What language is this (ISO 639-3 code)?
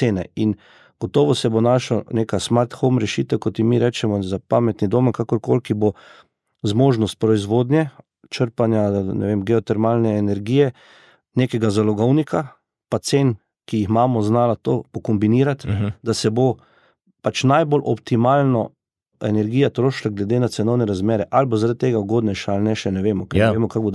slv